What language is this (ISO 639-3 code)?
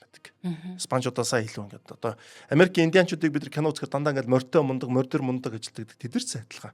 mon